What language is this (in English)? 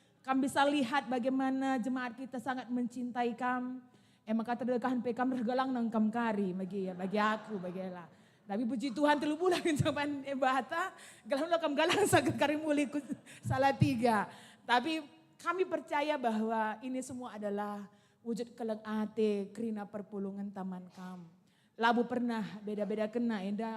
Batak Karo